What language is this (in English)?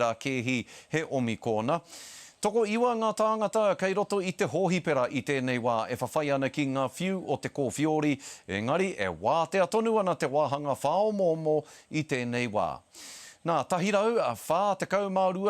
Māori